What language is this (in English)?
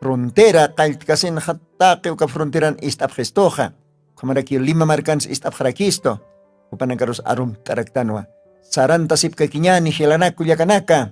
Aymara